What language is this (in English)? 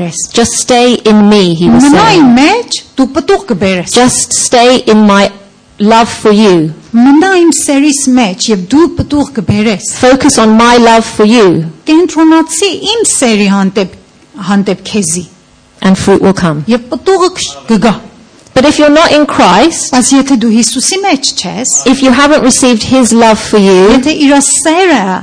Armenian